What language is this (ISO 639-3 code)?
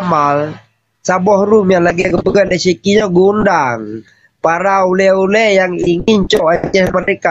ace